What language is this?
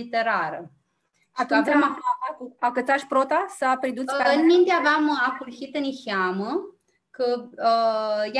Aromanian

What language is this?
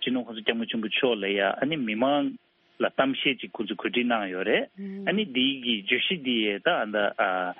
Tibetan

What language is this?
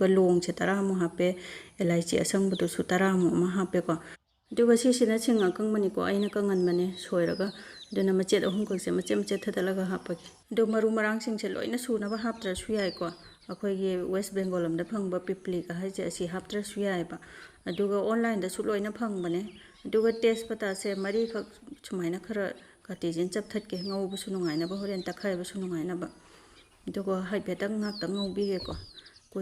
Manipuri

